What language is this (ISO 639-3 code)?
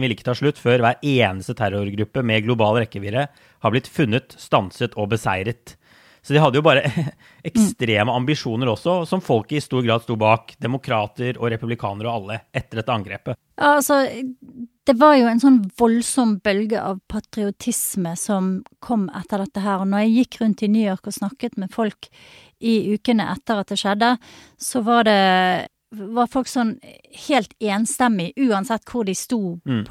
nor